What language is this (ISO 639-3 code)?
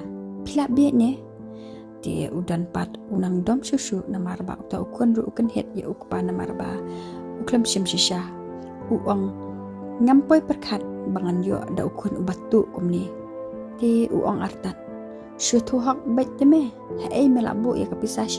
kha